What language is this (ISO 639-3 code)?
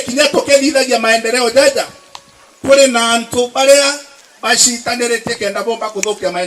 mer